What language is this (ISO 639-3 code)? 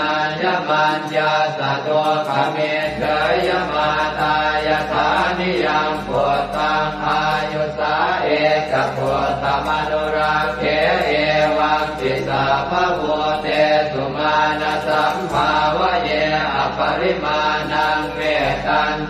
pli